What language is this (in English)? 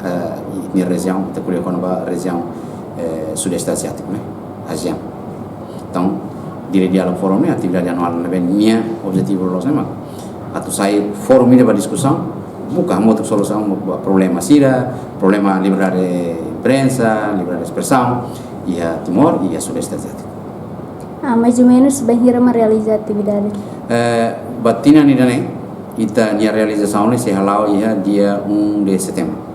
Tetum